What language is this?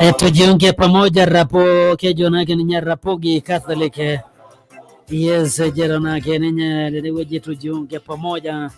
Masai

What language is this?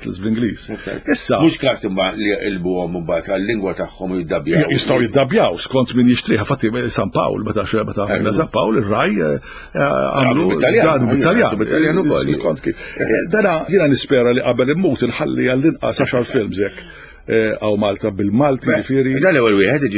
Maltese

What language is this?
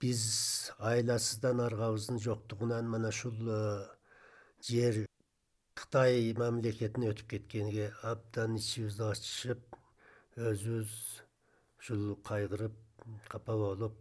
Kyrgyz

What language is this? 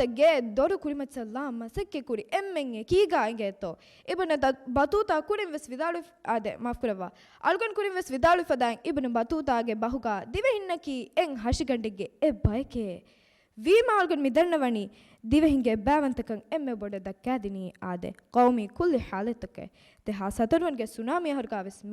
Divehi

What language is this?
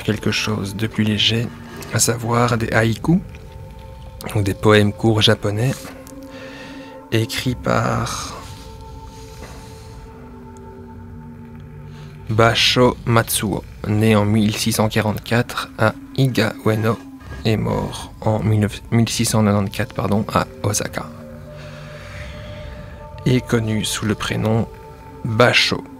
French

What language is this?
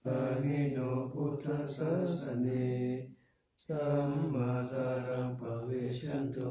Pali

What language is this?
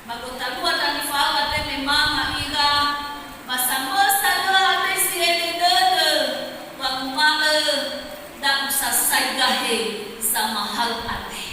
Nias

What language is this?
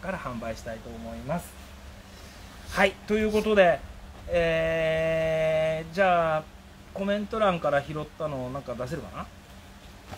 Japanese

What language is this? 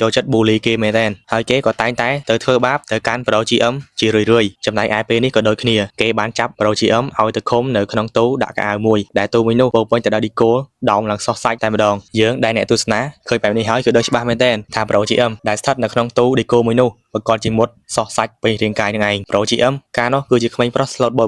Khmer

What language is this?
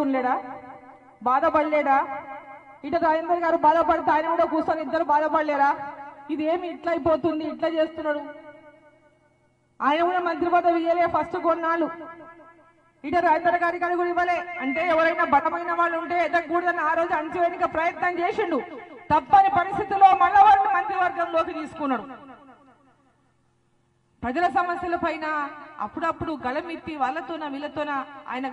Telugu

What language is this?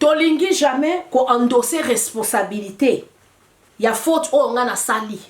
Lingala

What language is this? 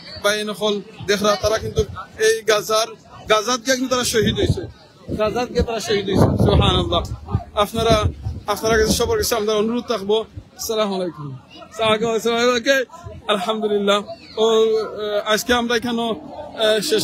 Sylheti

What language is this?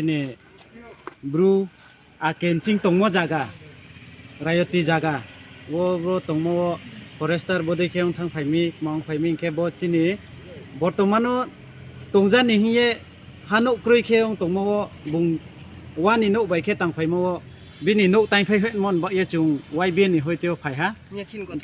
Riang (India)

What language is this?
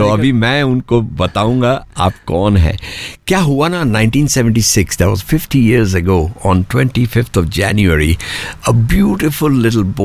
Hindi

